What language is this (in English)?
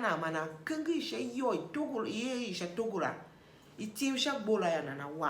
Tiv